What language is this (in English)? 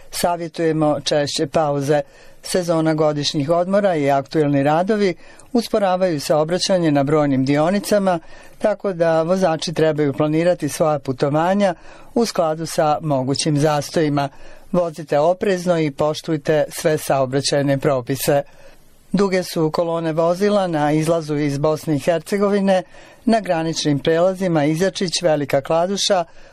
Bosnian